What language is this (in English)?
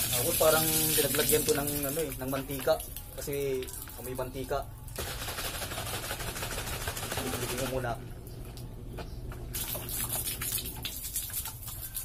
Filipino